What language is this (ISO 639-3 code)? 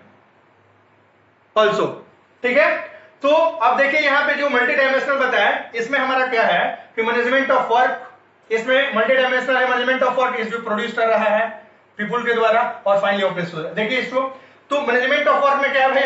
hin